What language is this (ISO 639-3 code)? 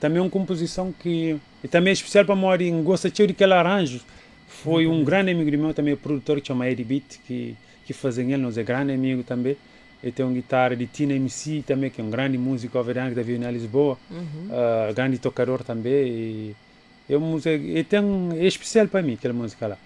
kea